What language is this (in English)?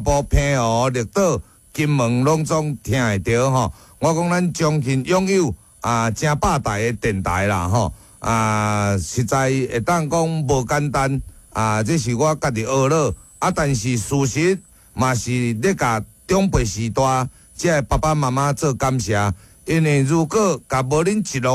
Min Nan Chinese